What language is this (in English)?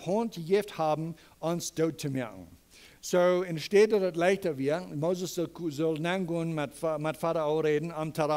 Plautdietsch